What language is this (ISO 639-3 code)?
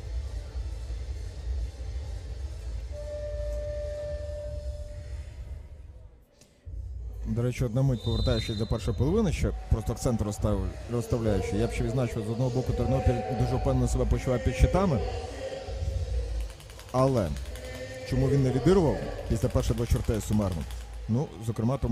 ukr